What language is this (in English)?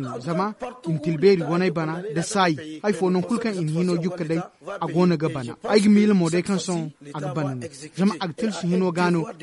Zarma